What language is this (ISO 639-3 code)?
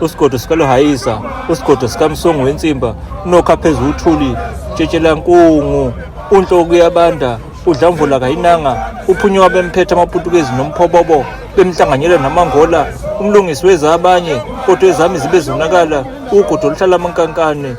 zul